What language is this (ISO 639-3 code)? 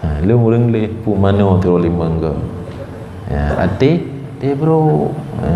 ace